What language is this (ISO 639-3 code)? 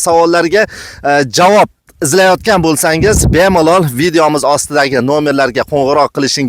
uzb